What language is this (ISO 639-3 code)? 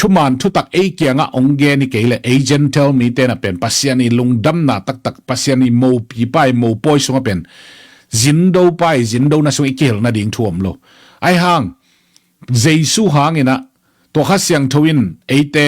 ctd